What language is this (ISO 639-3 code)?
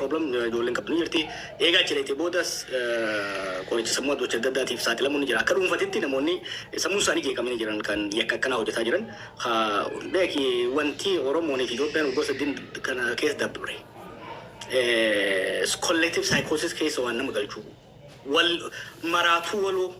orm